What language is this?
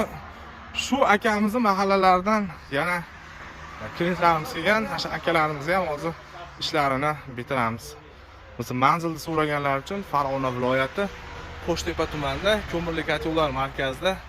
Uzbek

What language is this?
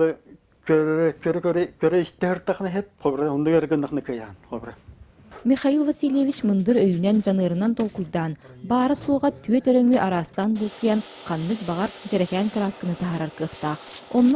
Yakut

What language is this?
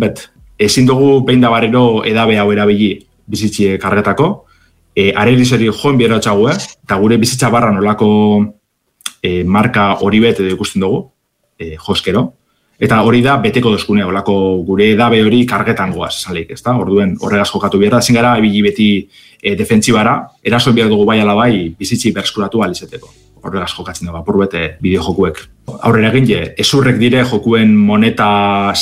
Basque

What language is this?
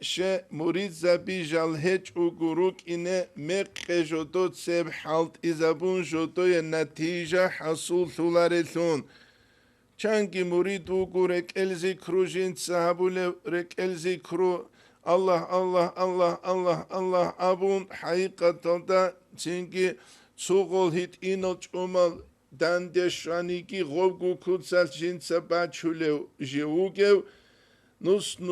Avaric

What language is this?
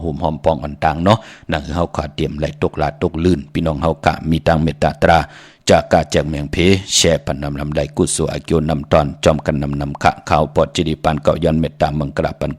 Shan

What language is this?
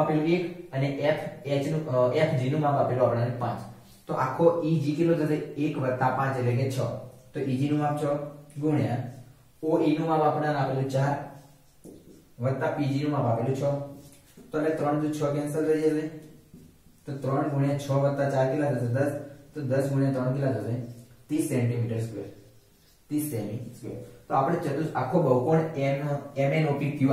Gujarati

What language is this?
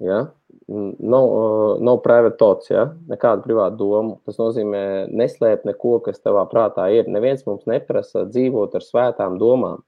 Latvian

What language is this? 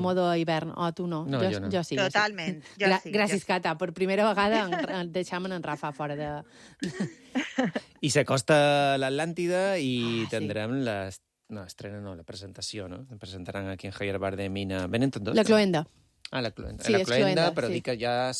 Catalan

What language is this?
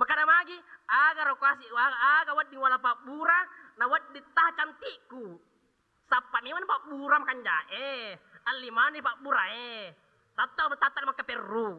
Buginese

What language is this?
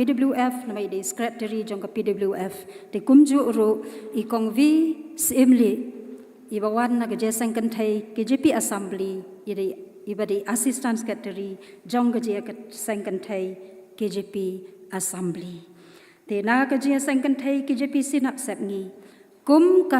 Khasi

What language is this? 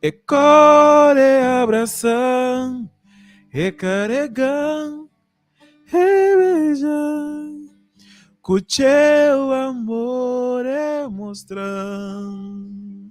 Kabuverdianu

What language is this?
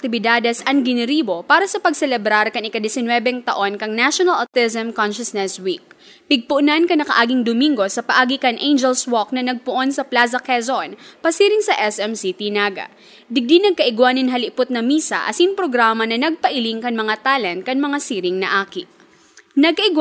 Bikol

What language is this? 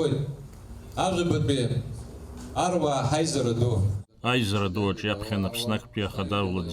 Abkhazian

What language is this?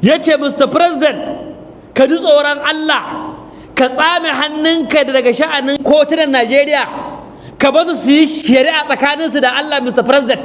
Hausa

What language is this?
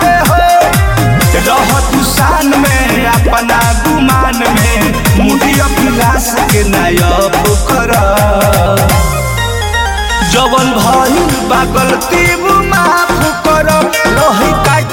Bhojpuri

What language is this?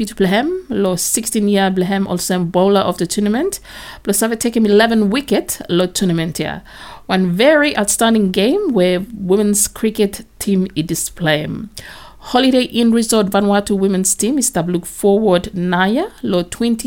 Bislama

